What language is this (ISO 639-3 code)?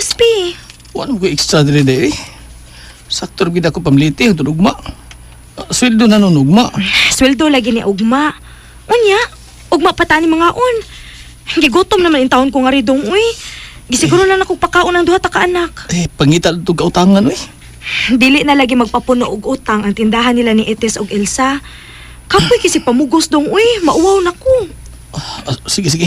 ceb